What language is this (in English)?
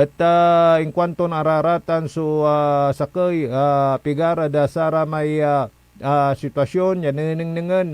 Pangasinan